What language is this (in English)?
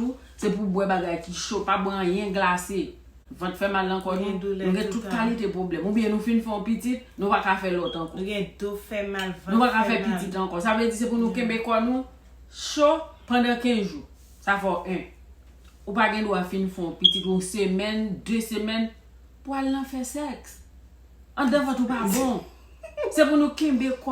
Haitian Creole